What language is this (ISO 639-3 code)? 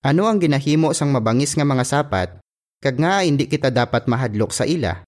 hil